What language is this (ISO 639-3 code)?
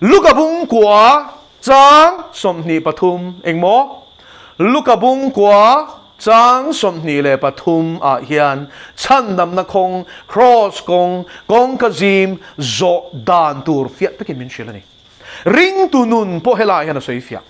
lus